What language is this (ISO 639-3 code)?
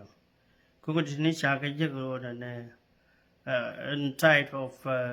nus